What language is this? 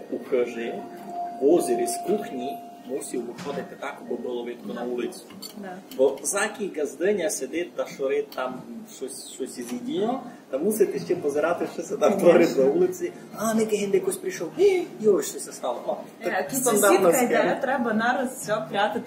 Rusyn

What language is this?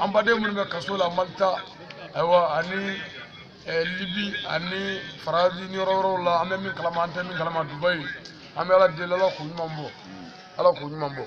Bambara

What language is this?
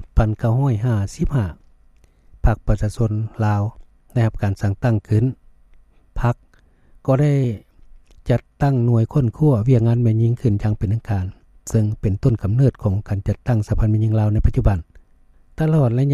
Lao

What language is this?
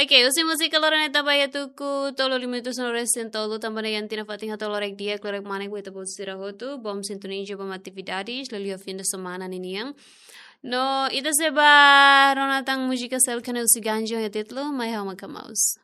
Tetum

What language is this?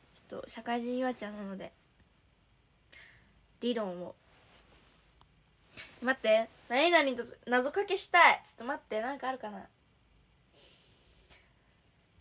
Japanese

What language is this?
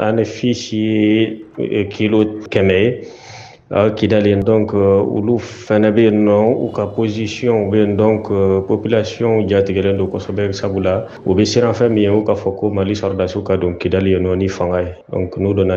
Bambara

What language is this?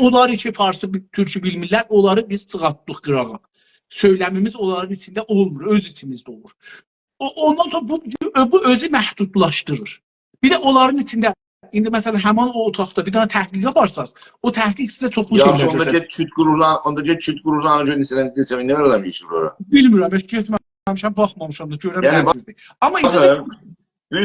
South Azerbaijani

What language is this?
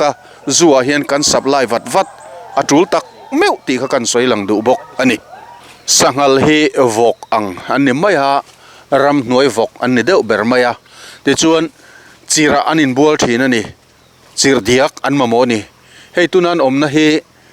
Mizo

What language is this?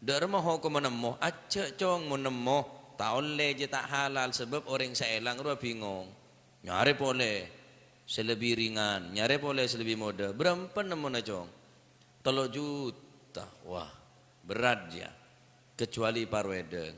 Madurese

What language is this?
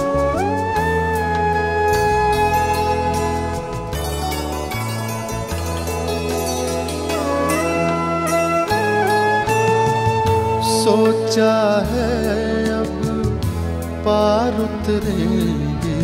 Hindi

